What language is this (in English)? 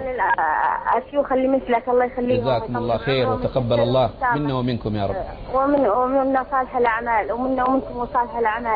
Arabic